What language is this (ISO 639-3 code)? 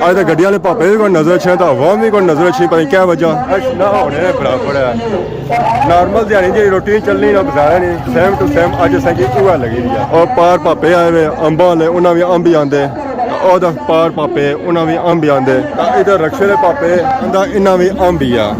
phr